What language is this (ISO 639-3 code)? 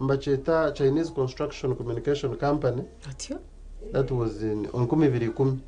nyn